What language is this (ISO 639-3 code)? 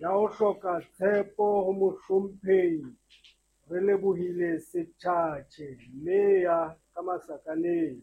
sot